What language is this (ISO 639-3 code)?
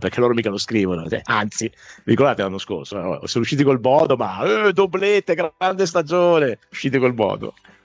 ita